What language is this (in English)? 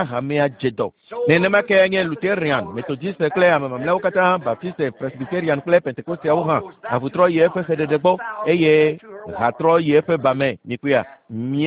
Ewe